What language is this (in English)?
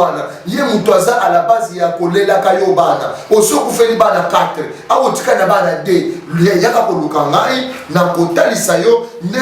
Lingala